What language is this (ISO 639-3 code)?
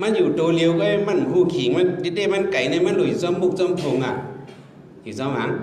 shn